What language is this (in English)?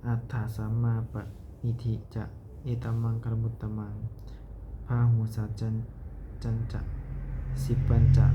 Pali